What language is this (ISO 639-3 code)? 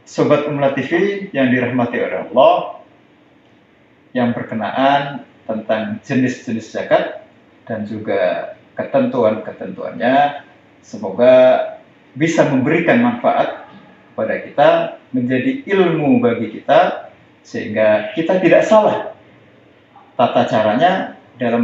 ind